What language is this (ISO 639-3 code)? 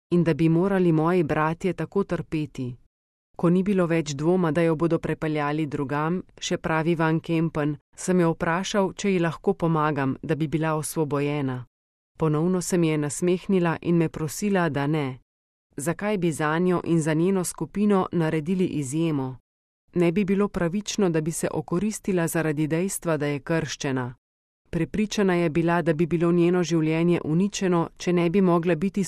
slv